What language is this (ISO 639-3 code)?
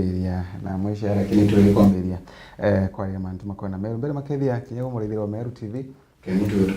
mer